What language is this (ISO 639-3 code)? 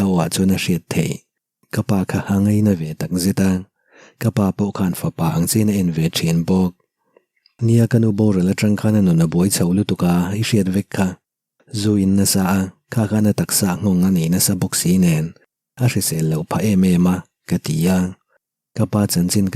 lus